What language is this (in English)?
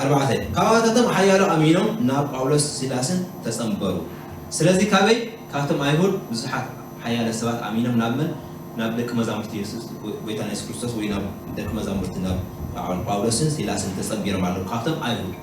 Tigrinya